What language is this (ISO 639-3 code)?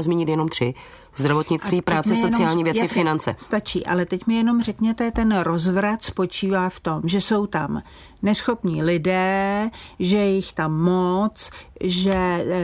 ces